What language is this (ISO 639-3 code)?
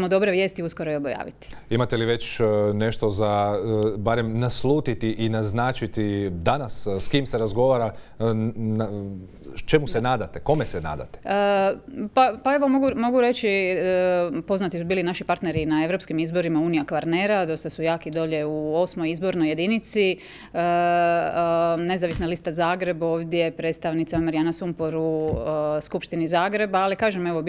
hrv